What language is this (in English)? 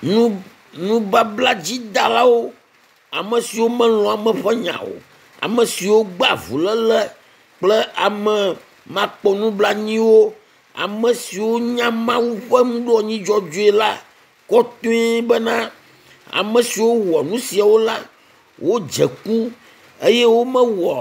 Ewe